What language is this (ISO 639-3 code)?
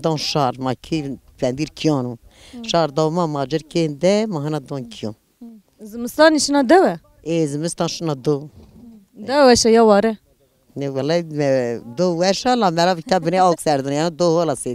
zza